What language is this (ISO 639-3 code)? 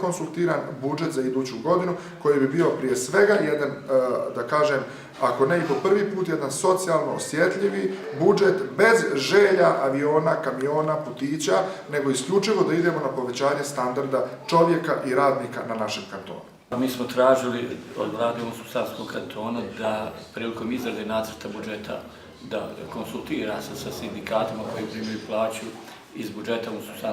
bos